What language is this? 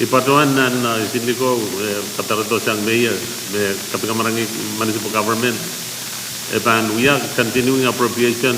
Pohnpeian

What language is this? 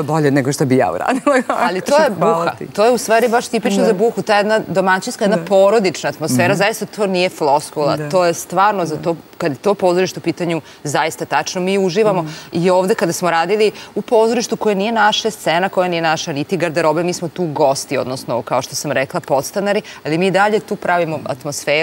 Serbian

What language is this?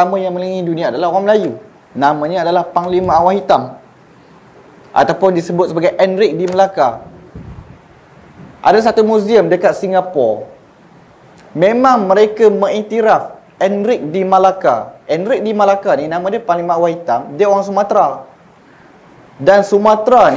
Malay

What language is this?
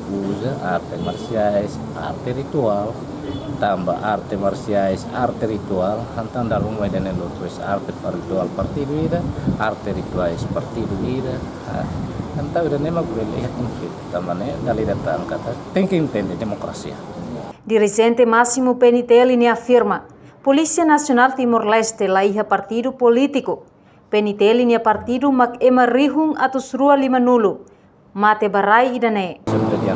Tetum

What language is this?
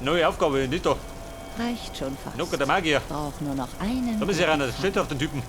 Bavarian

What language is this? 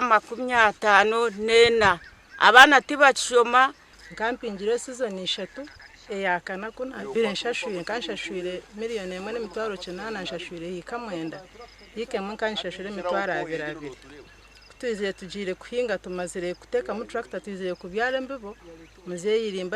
Nyankole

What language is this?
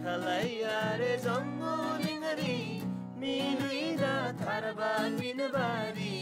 Eastern Tamang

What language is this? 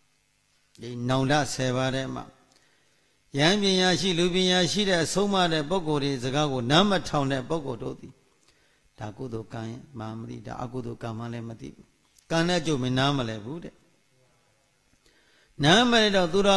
Burmese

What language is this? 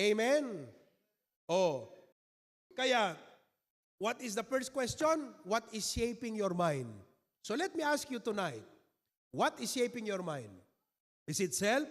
Iloko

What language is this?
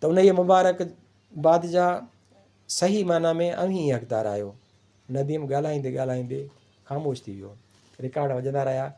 Sindhi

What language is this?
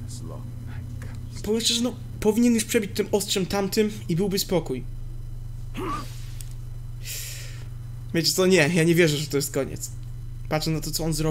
Polish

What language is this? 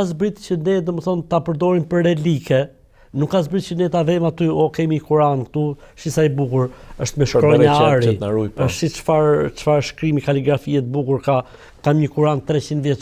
Albanian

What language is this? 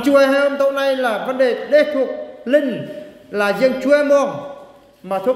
Eastern Bru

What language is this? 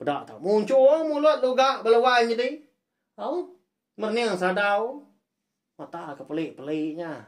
Iban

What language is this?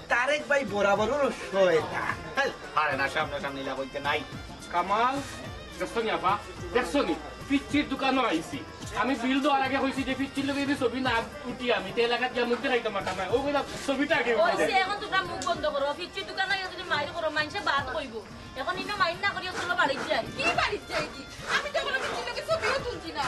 Sylheti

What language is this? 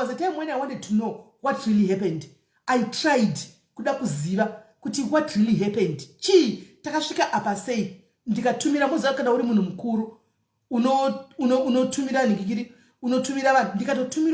Shona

